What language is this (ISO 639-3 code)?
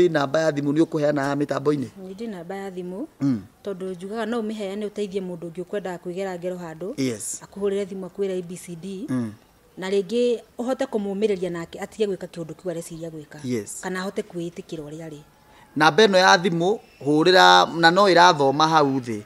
kik